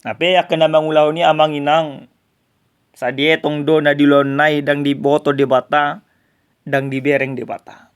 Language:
Batak Toba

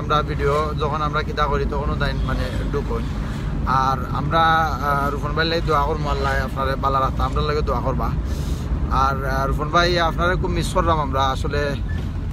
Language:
Sylheti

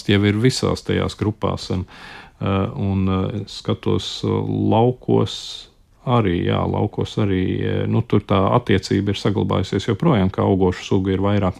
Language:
Latvian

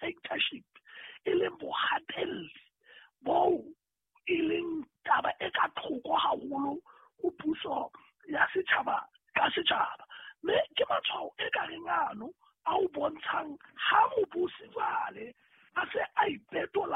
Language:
Southern Sotho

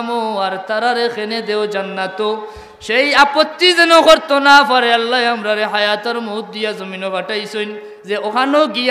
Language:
Sylheti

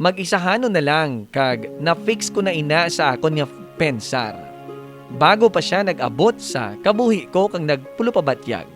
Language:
Hiligaynon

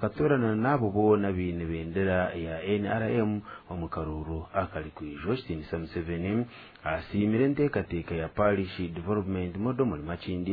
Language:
Nyankole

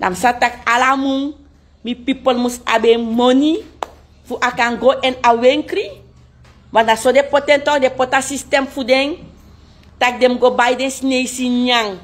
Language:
Sranan Tongo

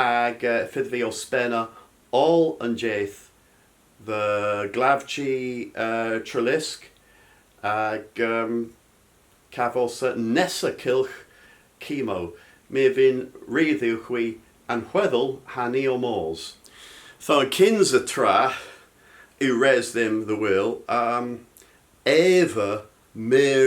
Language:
Cornish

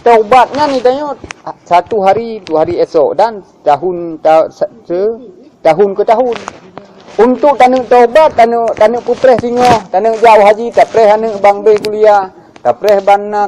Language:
Achinese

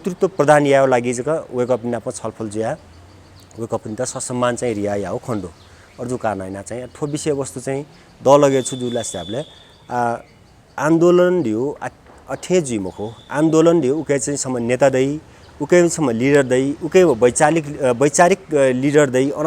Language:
Newari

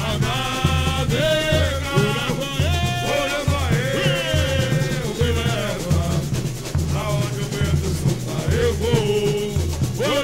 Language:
Portuguese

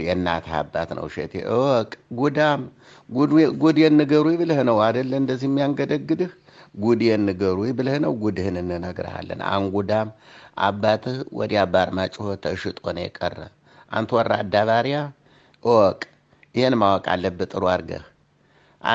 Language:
Amharic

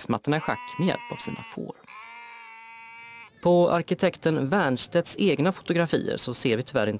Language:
Swedish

